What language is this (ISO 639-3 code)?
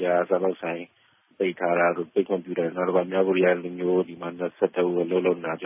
mya